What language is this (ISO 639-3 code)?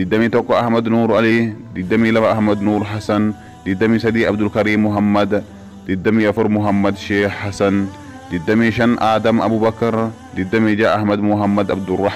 orm